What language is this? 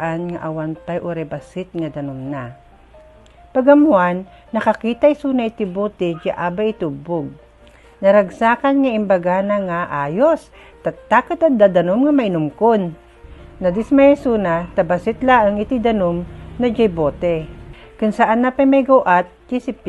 Iloko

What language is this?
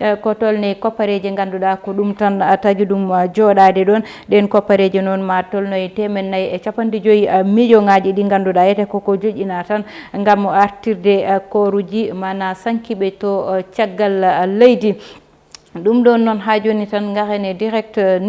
Fula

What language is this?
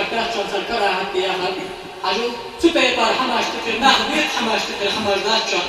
Ingush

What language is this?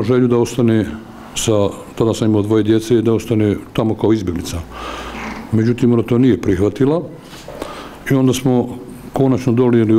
Bosnian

